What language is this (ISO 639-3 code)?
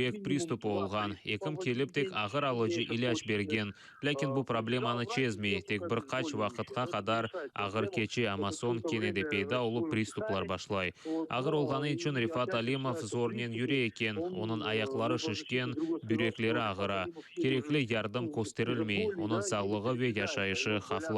crh